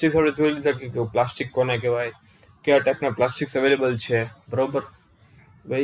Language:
Gujarati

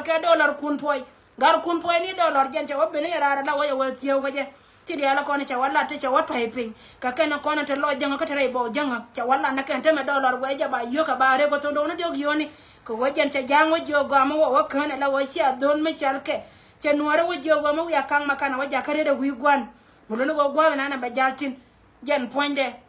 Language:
Nuer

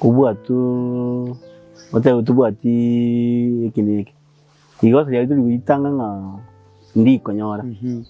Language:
Gusii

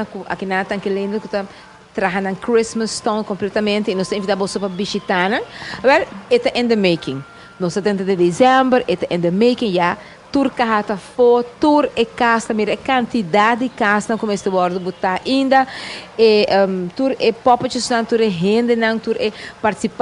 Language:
Papiamento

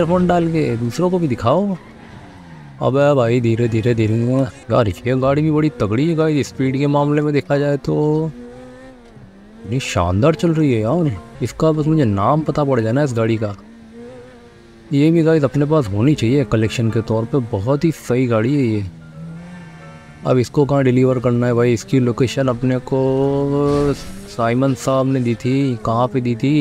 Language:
Hindi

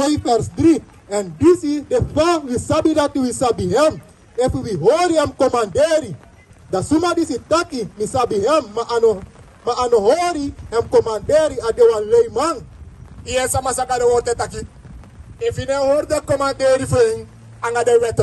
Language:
Sranan Tongo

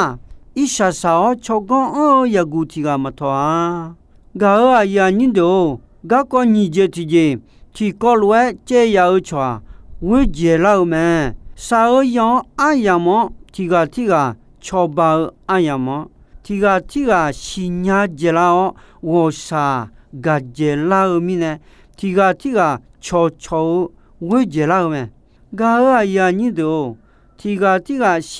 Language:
Akha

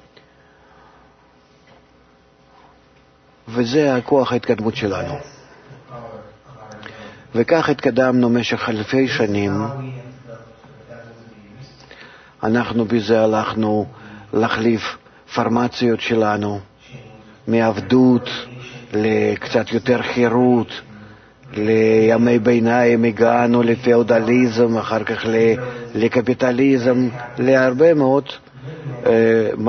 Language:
Hebrew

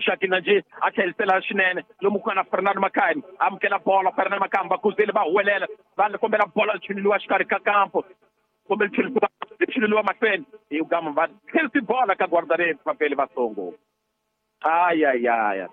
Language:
Tsonga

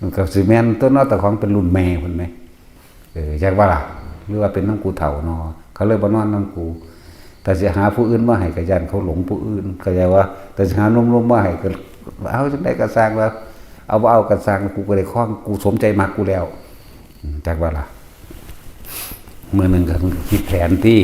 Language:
Northeastern Thai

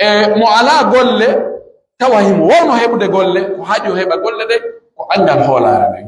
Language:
Pular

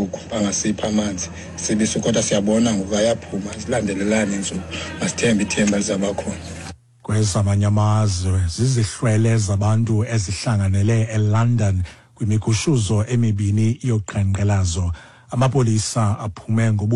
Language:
Xhosa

